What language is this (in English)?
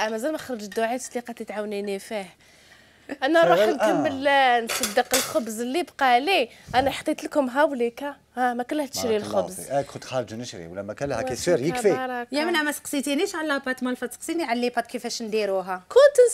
Algerian Arabic